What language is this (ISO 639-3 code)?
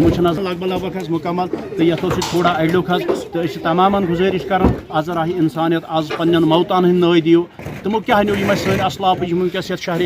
kas